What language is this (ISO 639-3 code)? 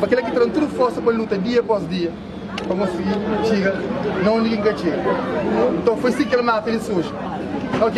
kea